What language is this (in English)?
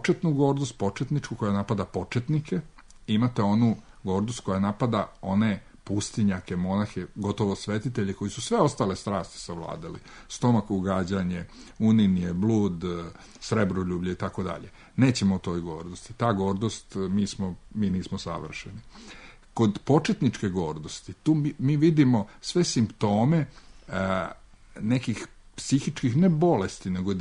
Serbian